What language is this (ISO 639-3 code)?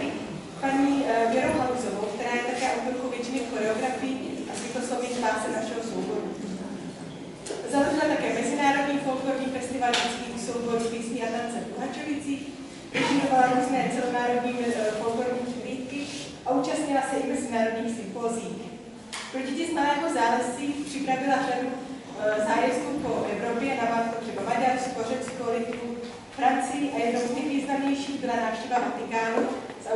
ces